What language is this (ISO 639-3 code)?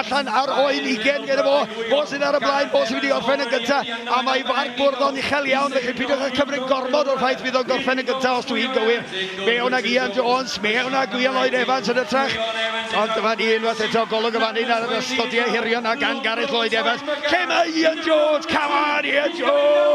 cym